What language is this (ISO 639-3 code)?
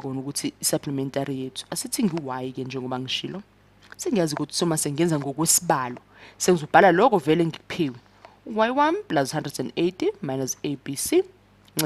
zul